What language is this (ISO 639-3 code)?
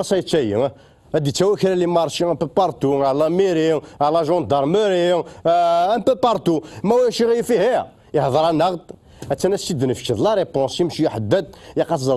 kab